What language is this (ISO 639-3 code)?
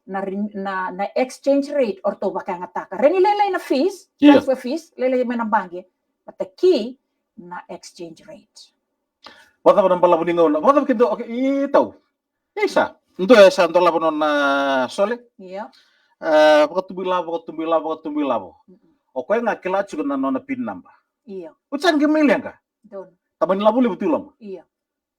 fij